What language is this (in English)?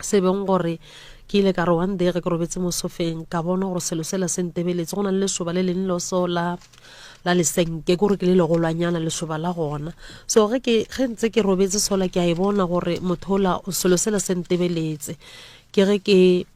Northern Sotho